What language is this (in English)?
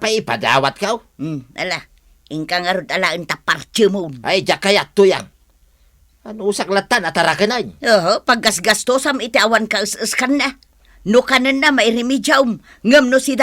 Iloko